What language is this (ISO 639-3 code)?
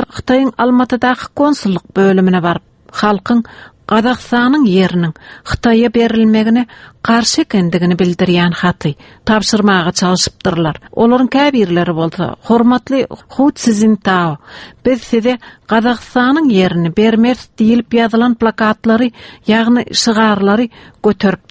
tuk